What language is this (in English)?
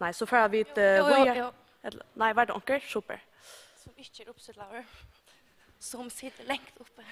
Faroese